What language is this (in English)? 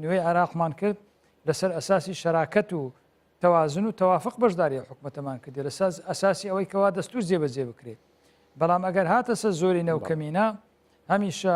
Central Kurdish